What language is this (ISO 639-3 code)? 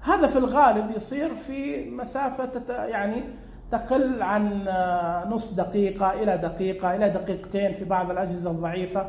ars